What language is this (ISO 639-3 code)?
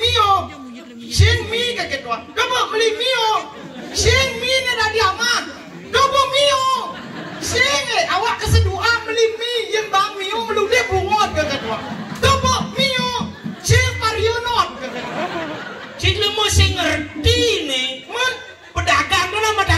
ban